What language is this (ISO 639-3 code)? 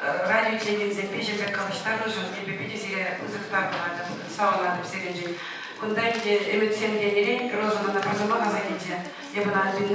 chv